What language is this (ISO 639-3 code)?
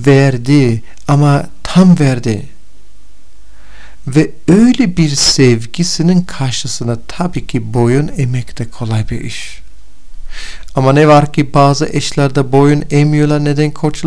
tur